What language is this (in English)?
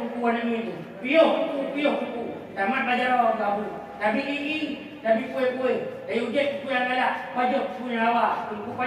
Achinese